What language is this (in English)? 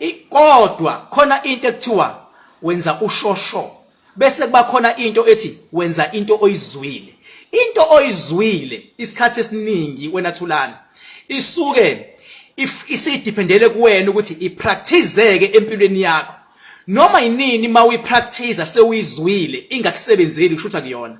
Zulu